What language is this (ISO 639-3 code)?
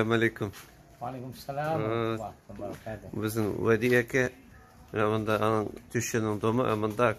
tat